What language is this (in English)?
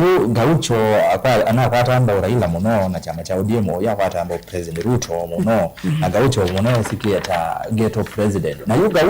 Kamba